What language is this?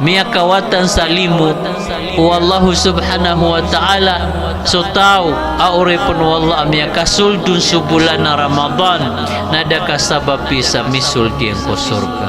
Maranao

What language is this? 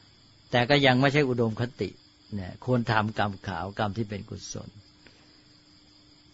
Thai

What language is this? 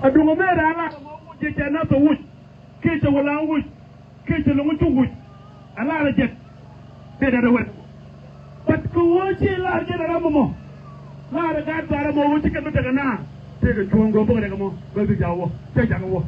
Nuer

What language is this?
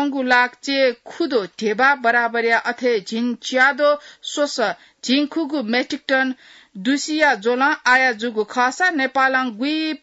Newari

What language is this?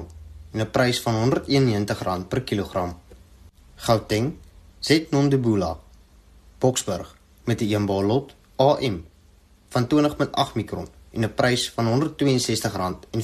Afrikaans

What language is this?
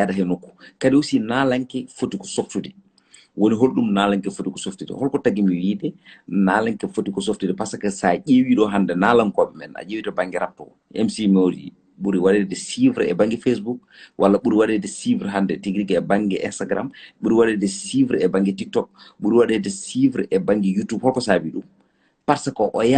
Fula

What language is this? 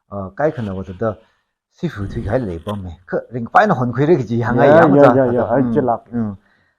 Tangkhul Naga (India)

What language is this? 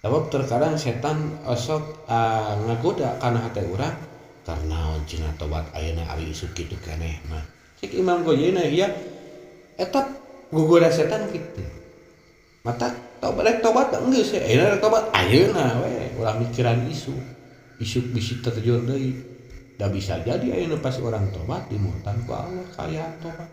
Sundanese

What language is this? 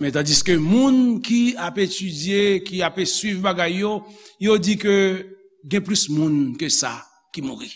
Haitian Creole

